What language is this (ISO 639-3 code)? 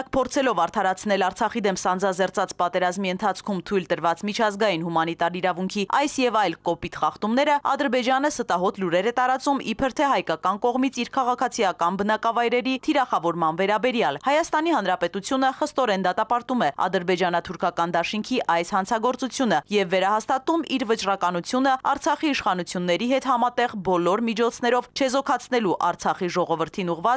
hye